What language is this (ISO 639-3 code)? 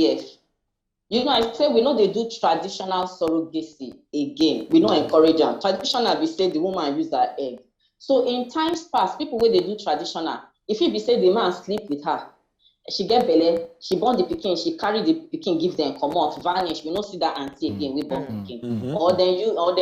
pcm